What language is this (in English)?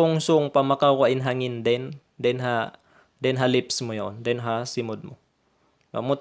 Tausug